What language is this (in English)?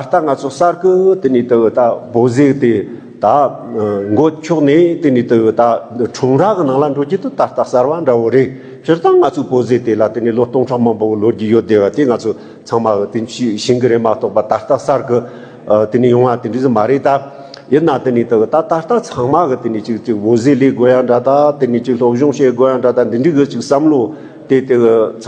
Tibetan